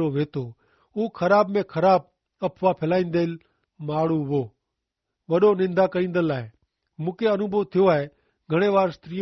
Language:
Kachhi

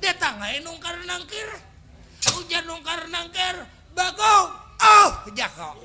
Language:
Banjar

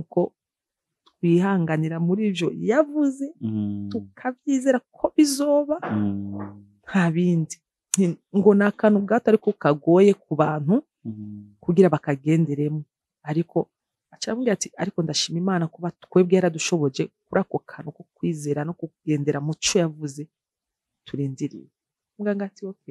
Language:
Rundi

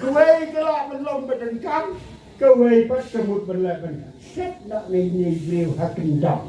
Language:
Khasi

